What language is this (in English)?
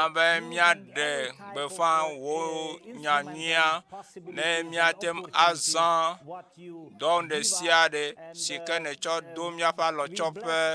Ewe